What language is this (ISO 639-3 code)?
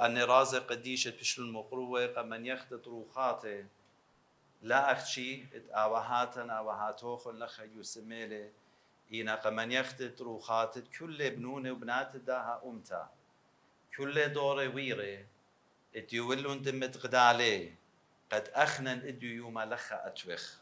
aii